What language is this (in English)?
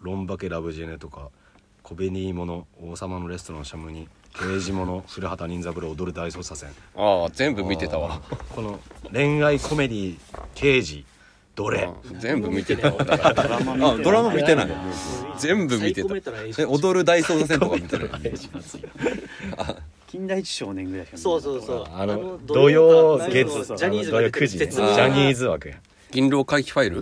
Japanese